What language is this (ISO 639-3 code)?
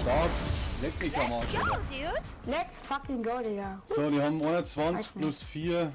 bar